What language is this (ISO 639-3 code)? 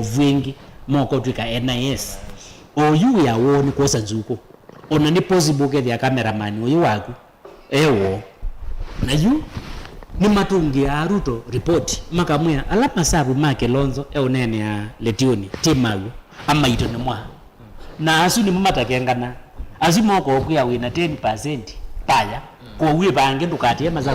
kam